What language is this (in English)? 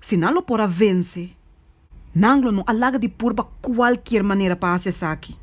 Papiamento